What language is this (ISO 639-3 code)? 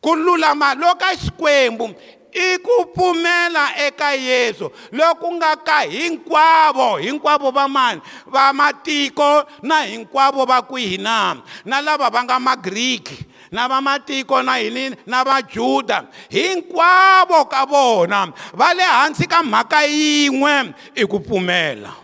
tso